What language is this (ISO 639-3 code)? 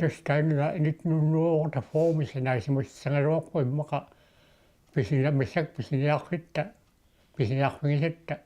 kal